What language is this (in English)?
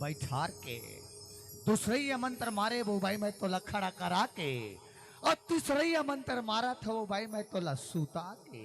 Chhattisgarhi